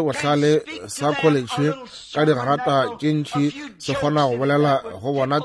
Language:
Northern Sotho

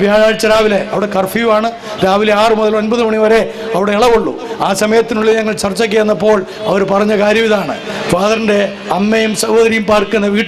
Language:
Malayalam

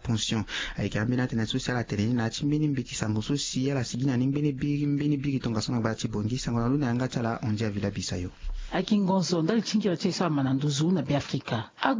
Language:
Sango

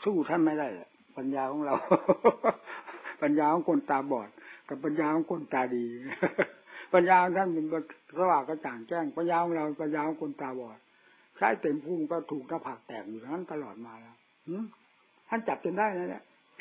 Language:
Thai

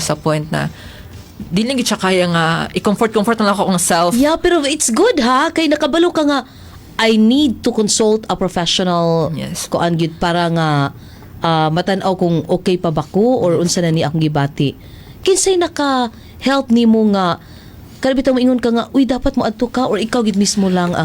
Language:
Cebuano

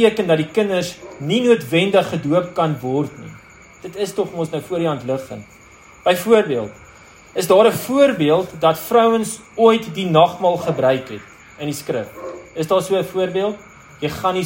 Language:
Afrikaans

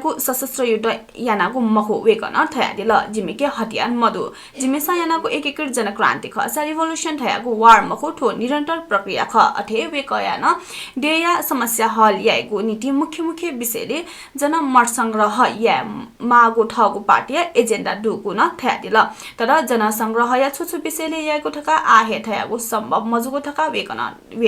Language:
Newari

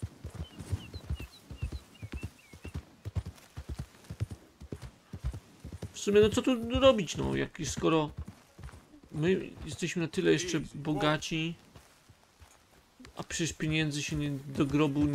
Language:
Polish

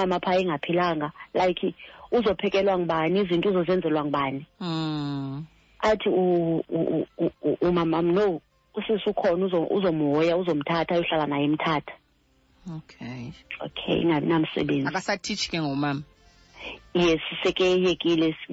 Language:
Xhosa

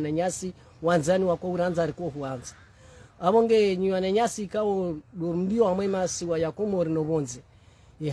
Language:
Ngazidja Comorian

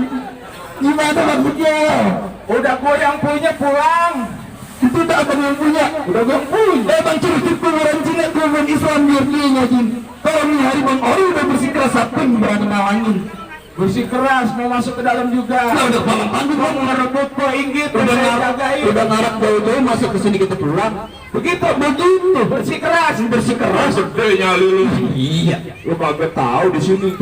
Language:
Betawi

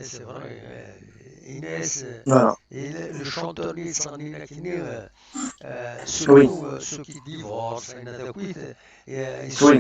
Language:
Kabyle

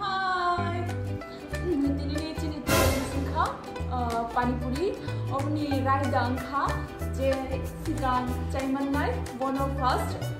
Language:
Kok Borok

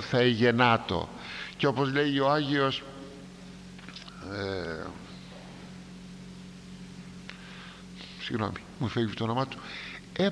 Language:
Greek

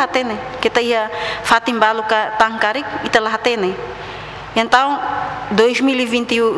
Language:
Tetum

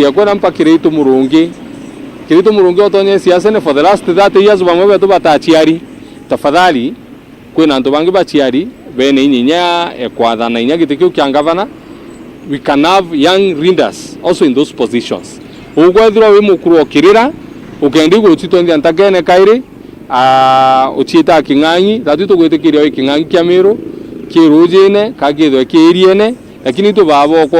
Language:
Meru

